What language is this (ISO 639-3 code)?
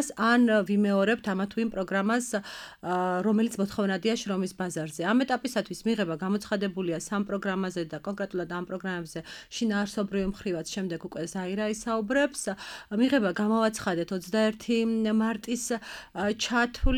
kat